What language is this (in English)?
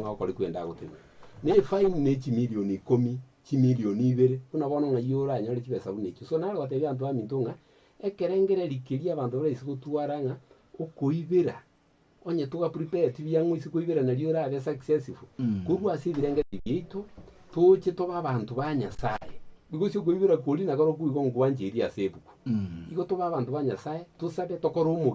Gusii